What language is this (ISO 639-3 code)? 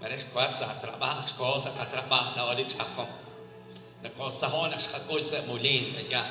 kek